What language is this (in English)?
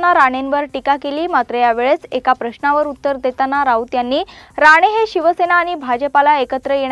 Marathi